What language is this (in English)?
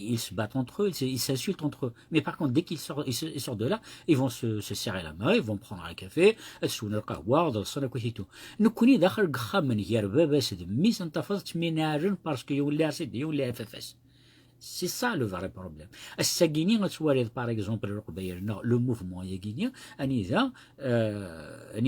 Kabyle